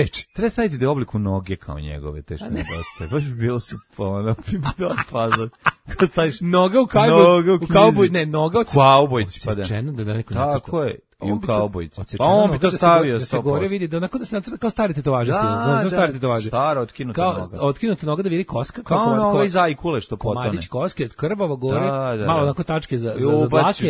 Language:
Serbian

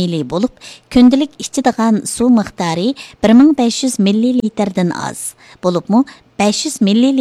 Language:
Uyghur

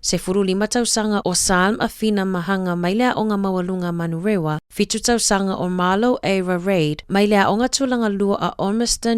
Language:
Samoan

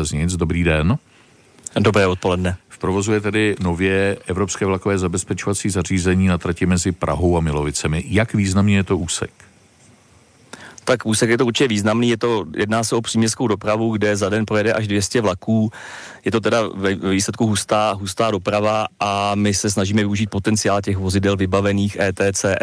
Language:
Czech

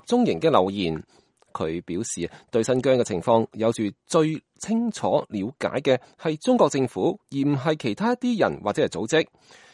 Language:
Cantonese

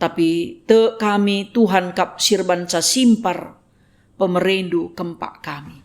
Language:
Batak Karo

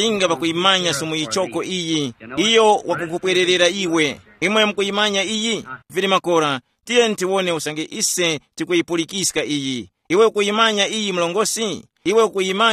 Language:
Tumbuka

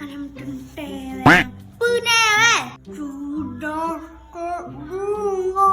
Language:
Achinese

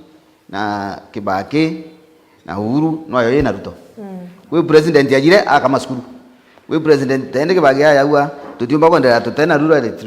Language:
Meru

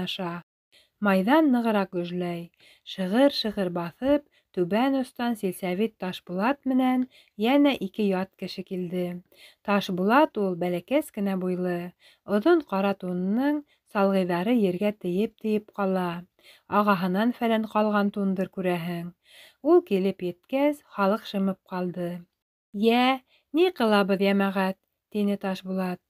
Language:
Bashkir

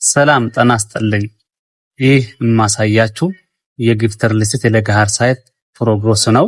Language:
Amharic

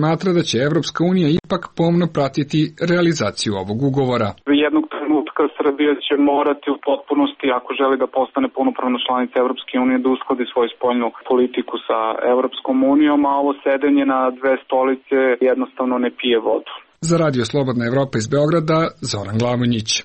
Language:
Serbian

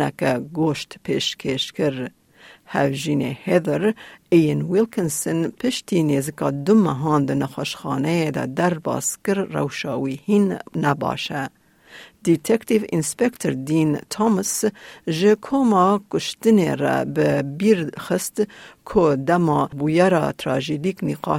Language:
Kurdish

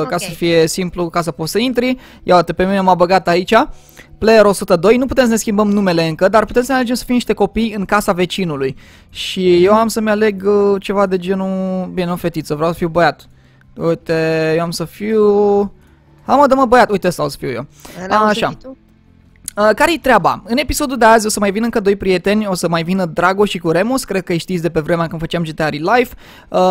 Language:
Romanian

